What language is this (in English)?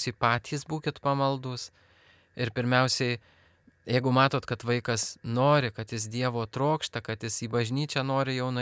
Lithuanian